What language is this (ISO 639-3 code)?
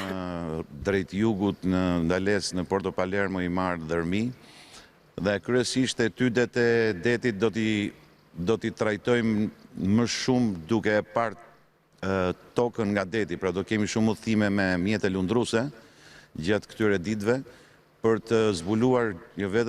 sqi